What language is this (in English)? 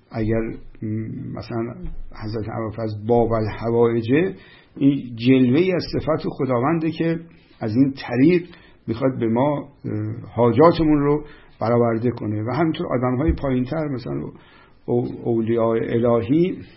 Persian